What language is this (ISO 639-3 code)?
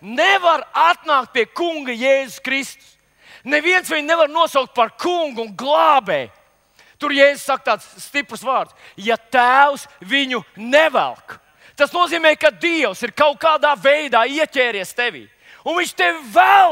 lav